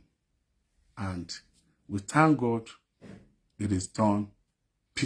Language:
Yoruba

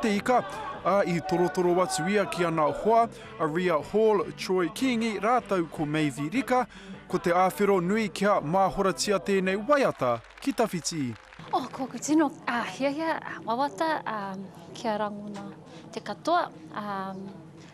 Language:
Māori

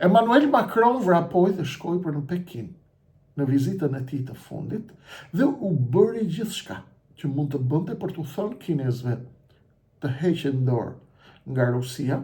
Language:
Albanian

